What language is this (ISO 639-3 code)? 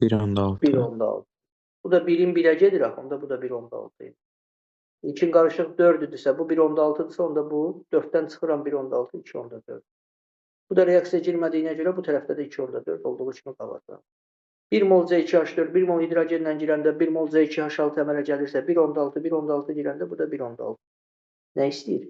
aze